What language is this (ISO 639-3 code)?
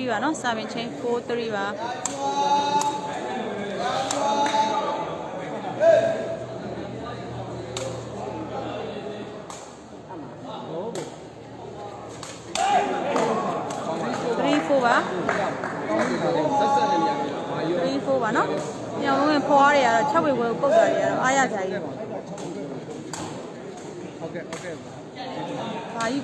mya